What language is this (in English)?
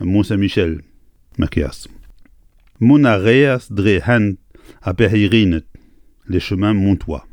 Breton